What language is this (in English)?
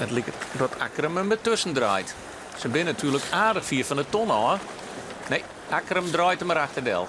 Western Frisian